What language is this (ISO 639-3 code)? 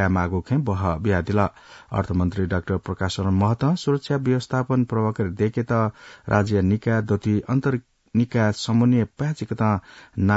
new